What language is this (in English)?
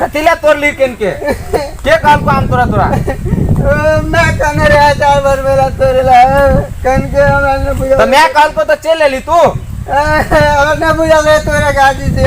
Maithili